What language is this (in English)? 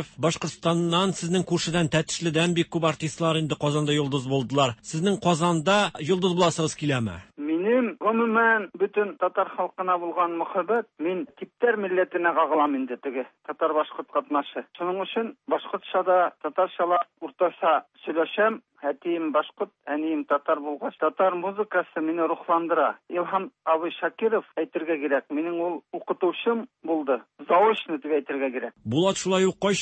Tatar